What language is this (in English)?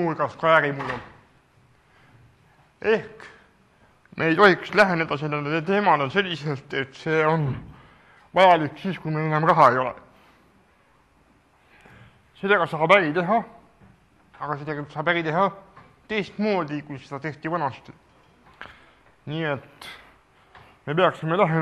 Estonian